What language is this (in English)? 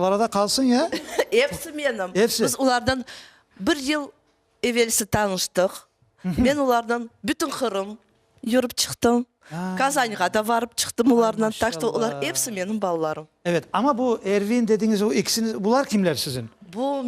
Crimean Tatar